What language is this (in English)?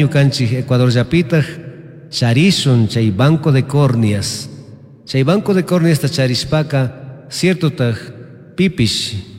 Chimborazo Highland Quichua